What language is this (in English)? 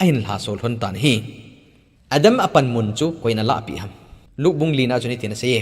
Thado Chin